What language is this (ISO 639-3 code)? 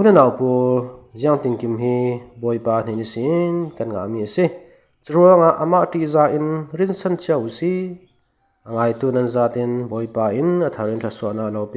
cfm